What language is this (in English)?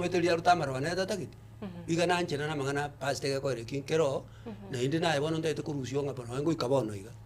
Gusii